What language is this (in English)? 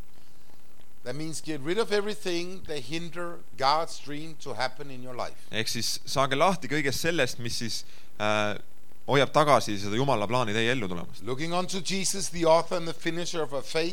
Estonian